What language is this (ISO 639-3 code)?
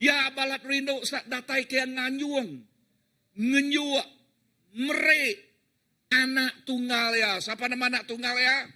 iba